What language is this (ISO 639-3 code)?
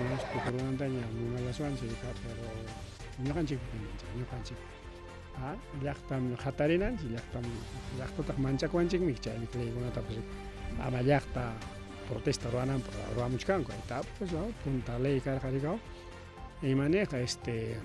quy